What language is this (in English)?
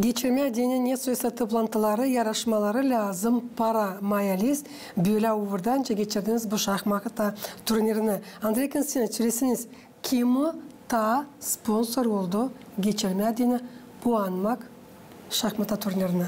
Gagauz